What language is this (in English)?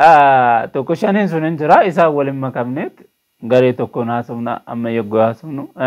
Oromo